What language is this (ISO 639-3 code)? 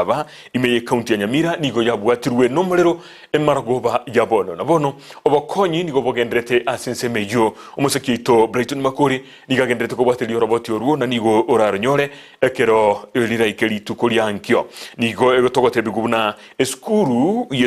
guz